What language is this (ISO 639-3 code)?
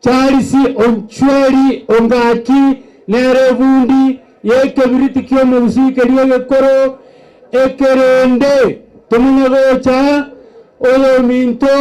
guz